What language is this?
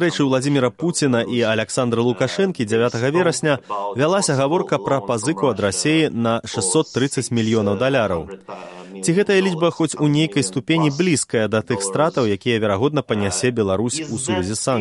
Belarusian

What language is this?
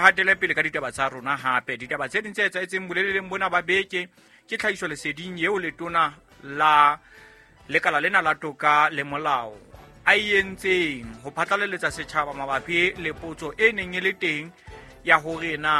Southern Sotho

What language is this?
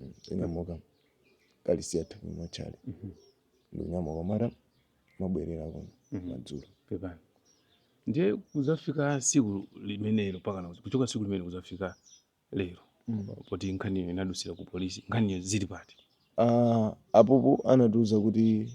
Nyanja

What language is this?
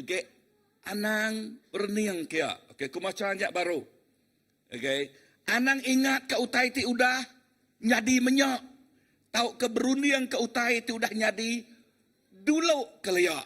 Iban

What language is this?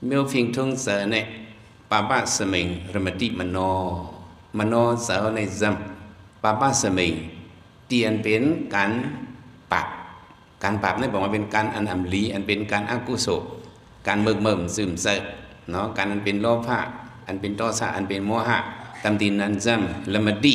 Shan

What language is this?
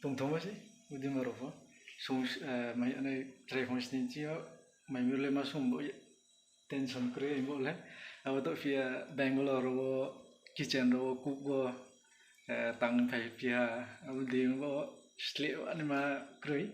Riang (India)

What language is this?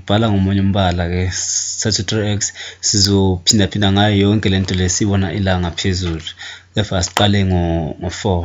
Zulu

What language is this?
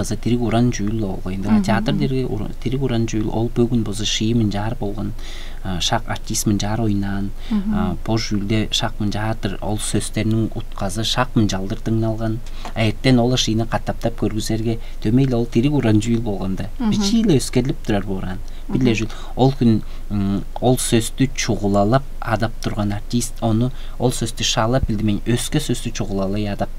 Tuvinian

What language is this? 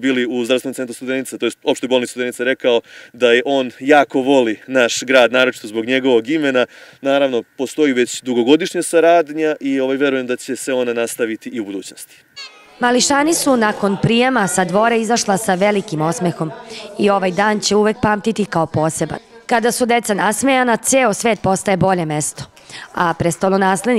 Serbian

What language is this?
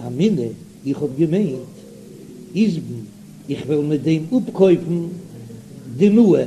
Yiddish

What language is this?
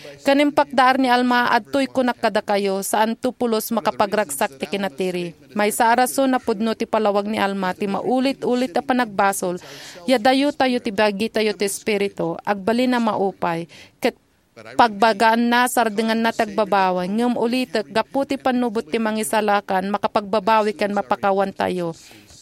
Iloko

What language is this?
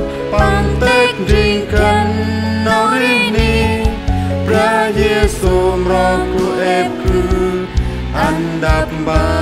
Central Mnong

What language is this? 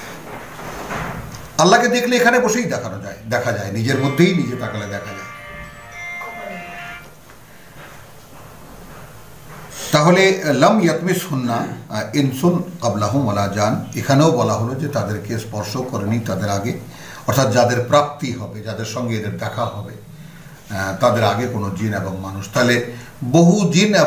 Bangla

